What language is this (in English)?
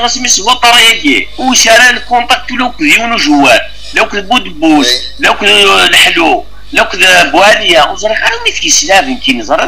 Kabyle